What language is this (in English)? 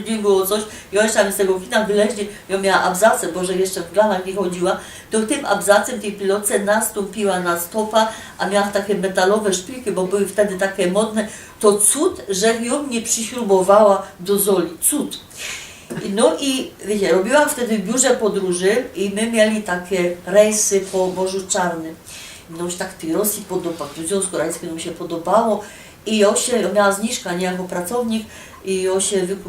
Silesian